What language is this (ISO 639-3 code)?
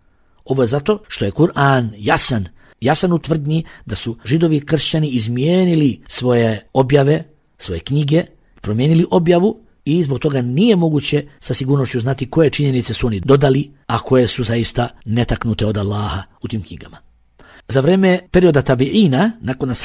bos